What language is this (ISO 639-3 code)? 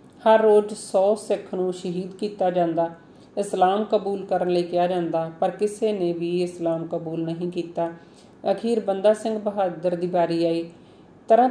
pan